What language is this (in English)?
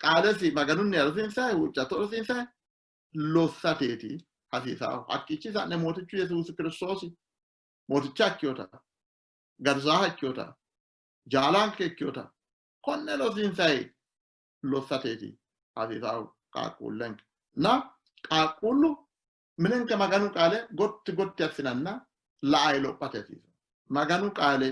Sidamo